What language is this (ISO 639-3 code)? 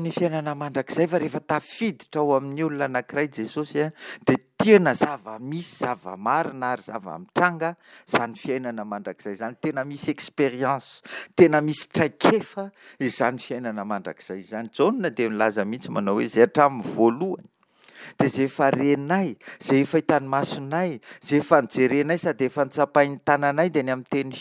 mlg